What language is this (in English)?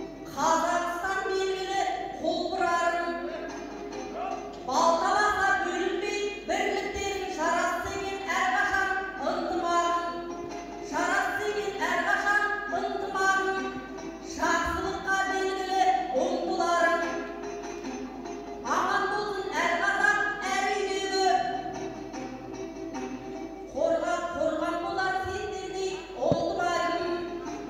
Kazakh